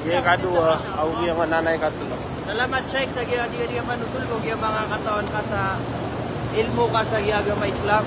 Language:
Maranao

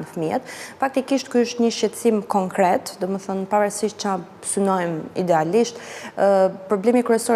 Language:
Albanian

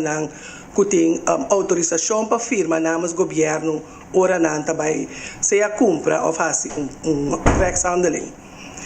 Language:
Papiamento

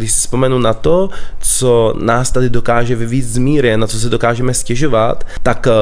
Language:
Czech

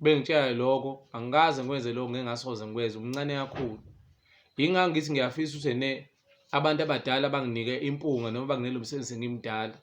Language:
Zulu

